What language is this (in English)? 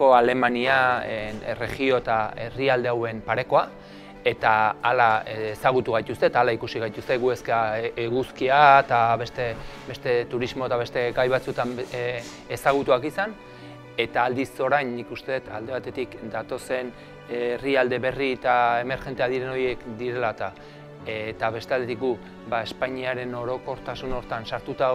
Basque